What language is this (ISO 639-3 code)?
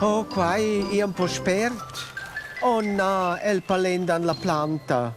roh